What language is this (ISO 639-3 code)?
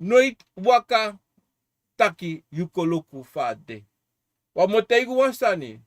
srn